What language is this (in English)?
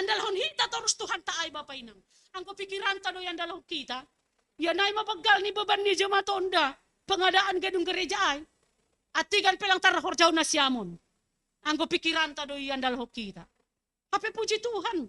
Batak Simalungun